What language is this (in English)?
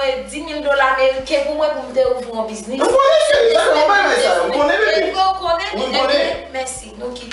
Haitian Creole